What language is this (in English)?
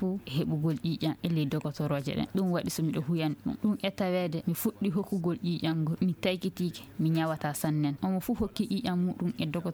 Fula